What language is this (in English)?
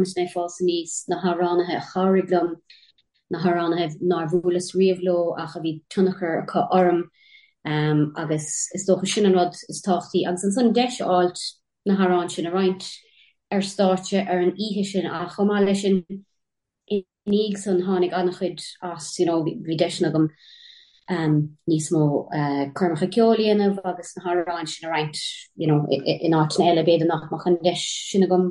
Irish